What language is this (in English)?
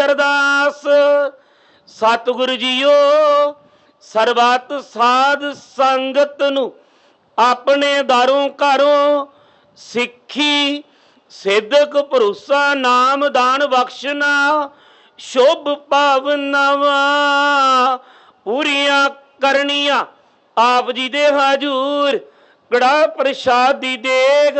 Punjabi